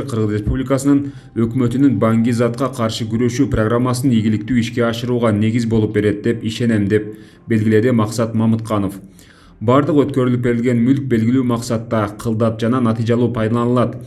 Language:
Kyrgyz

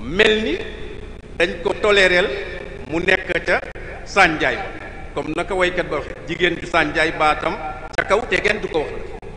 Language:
Wolof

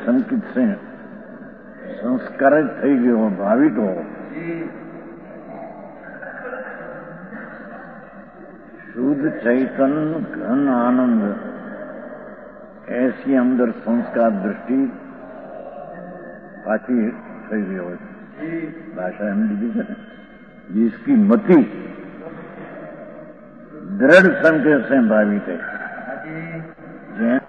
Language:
Gujarati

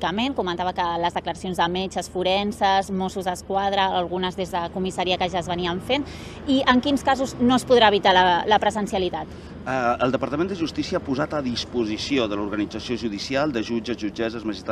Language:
Catalan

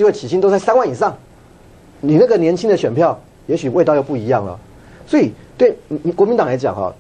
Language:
Chinese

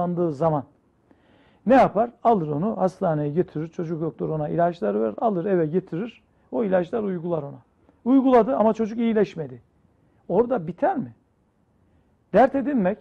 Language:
Turkish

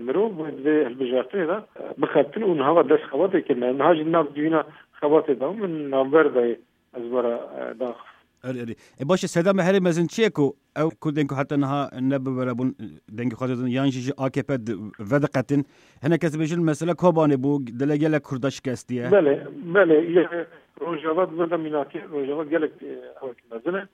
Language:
Kurdish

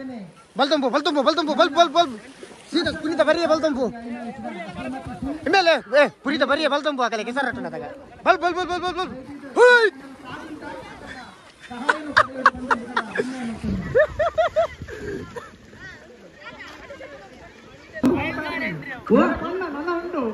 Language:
Kannada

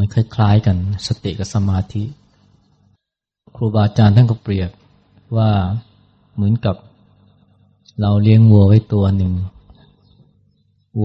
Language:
Thai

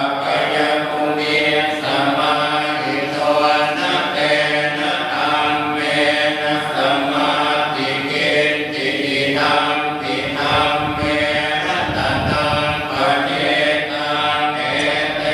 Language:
Pali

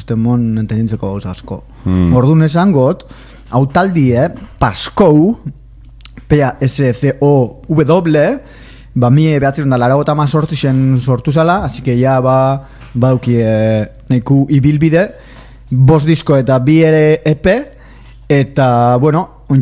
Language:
Basque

